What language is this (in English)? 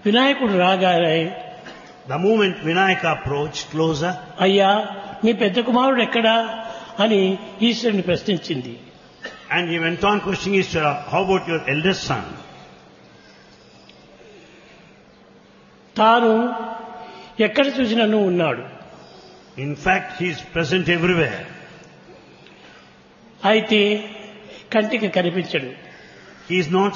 Telugu